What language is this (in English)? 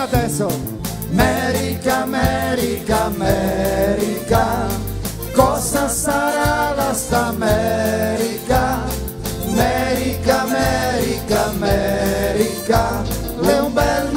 Venetian